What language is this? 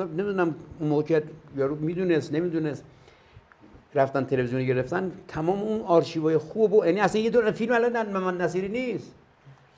Persian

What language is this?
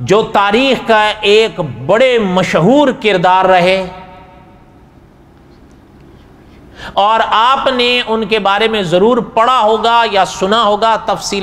Urdu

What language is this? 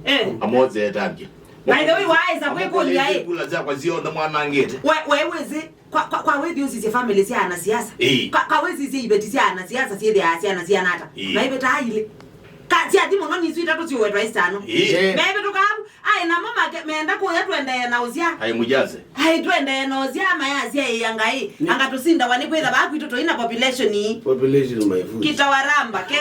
Kamba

